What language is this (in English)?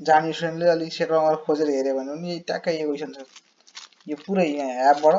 Nepali